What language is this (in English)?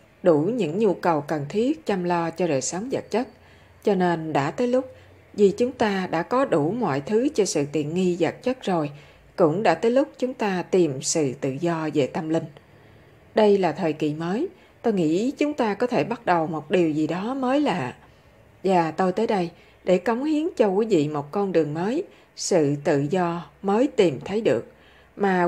Vietnamese